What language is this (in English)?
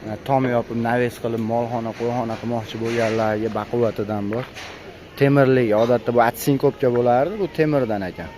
Uzbek